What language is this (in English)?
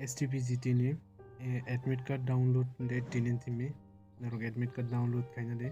Kok Borok